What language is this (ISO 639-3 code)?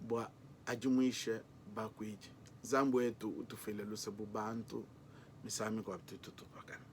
lua